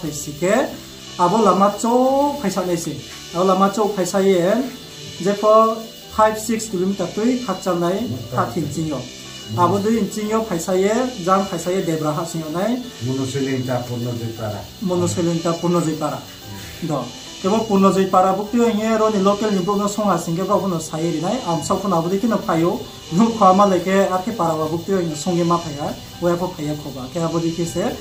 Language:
Riang (India)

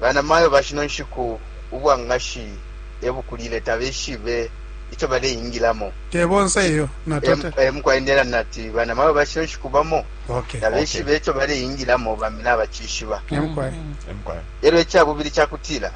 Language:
Bemba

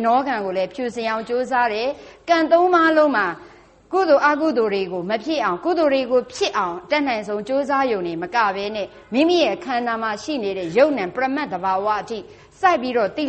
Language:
Burmese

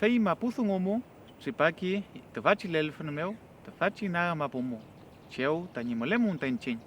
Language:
Mapuche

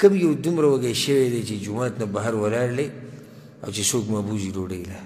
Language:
Pashto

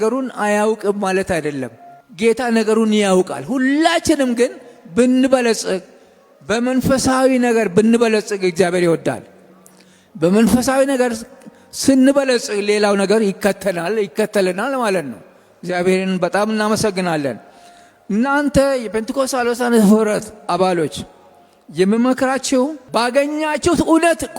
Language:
Amharic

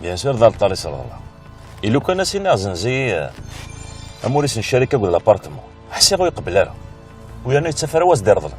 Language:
Kabyle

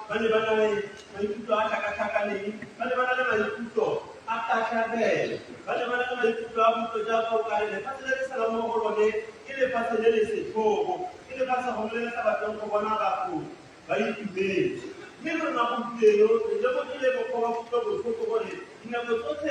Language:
Tswana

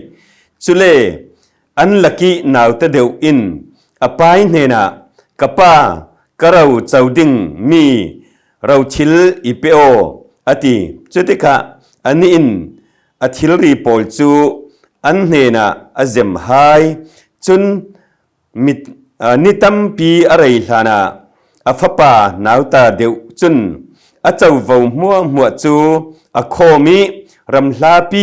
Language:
Falam Chin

